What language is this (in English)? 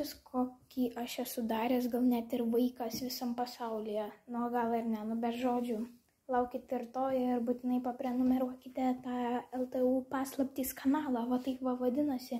Lithuanian